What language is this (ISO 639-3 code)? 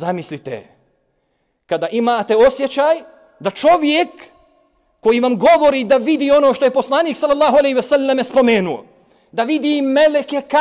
bos